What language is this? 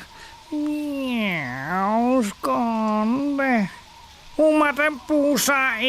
Western Frisian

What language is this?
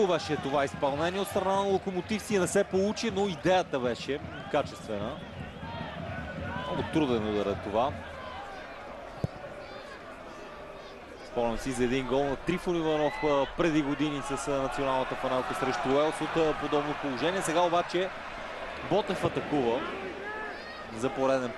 Bulgarian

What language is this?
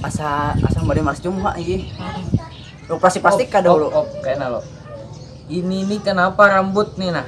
Banjar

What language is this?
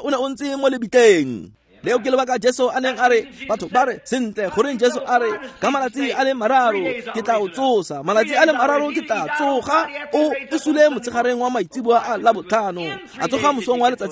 Tswana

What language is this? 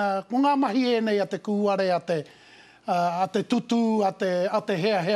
Māori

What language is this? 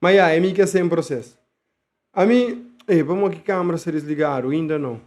Kabuverdianu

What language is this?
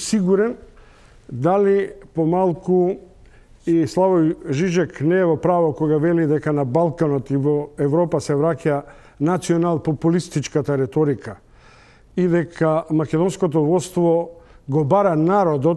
Macedonian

